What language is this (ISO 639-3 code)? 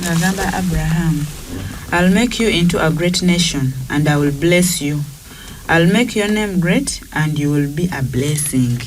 lug